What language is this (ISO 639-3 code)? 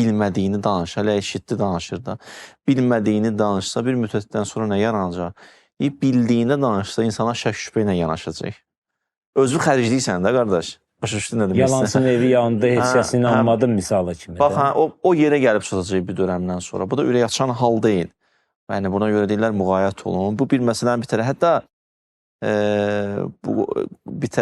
aze